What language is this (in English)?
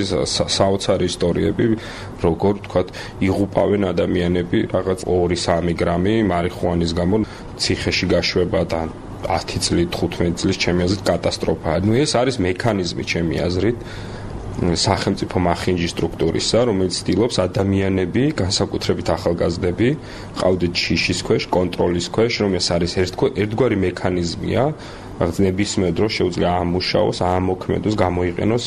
Georgian